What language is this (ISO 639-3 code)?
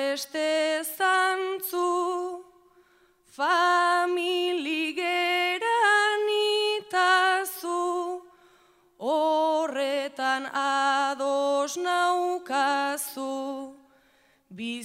eus